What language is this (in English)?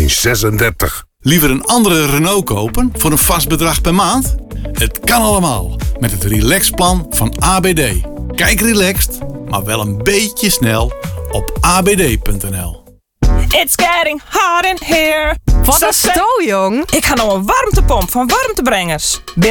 Dutch